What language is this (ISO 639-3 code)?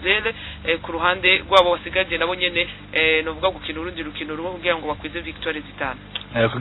run